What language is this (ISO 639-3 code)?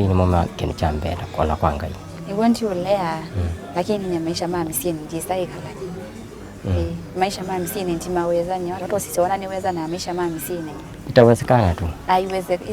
kam